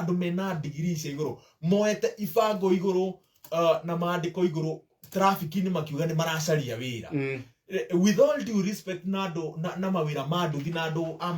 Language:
Kikuyu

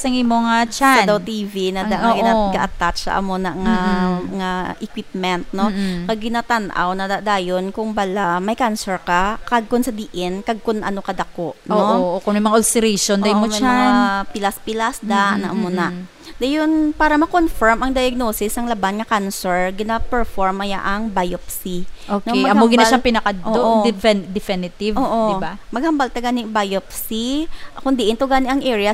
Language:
Hiligaynon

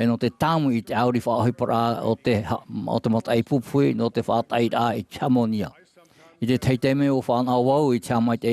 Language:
Tahitian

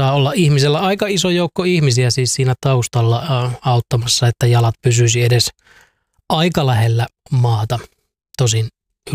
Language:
Finnish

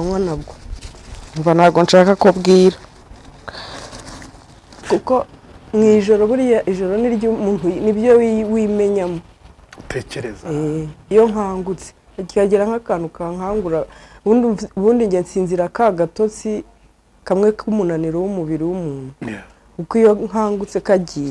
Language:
Kinyarwanda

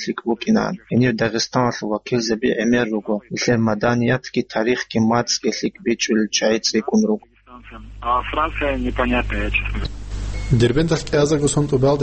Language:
Avaric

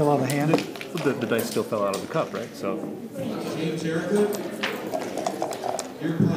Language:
English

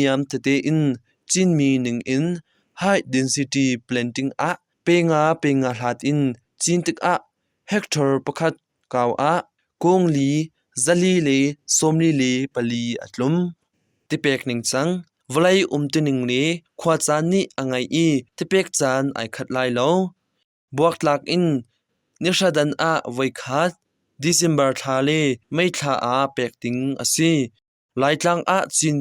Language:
Hakha Chin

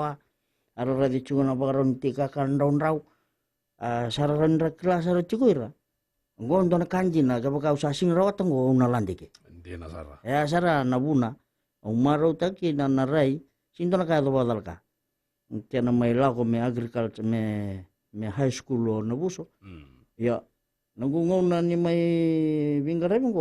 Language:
Fijian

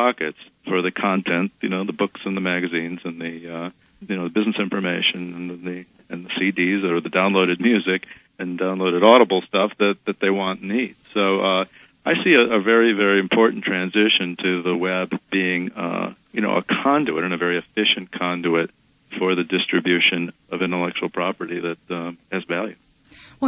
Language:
English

